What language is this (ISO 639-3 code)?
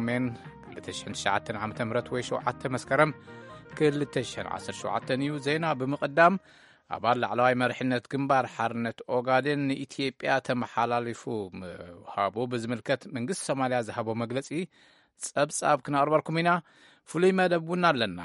tir